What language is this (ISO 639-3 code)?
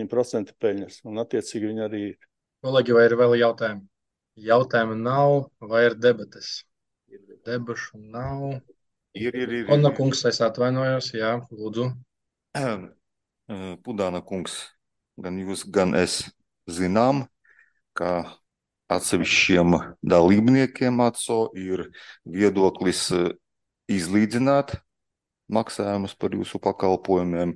lav